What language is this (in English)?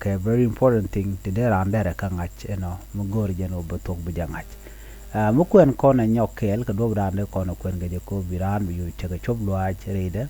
Nuer